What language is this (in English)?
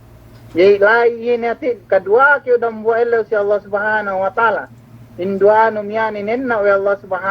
Yakan